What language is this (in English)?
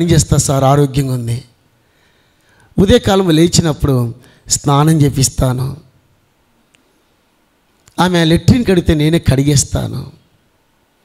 Telugu